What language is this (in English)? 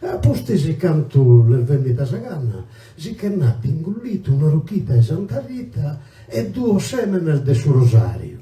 Sardinian